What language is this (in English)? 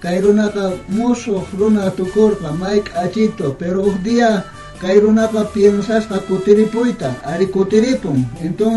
South Bolivian Quechua